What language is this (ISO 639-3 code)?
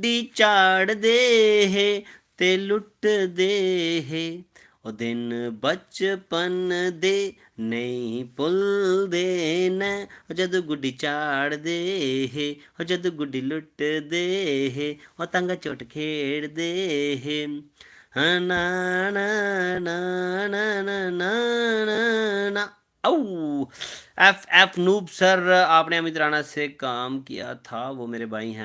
doi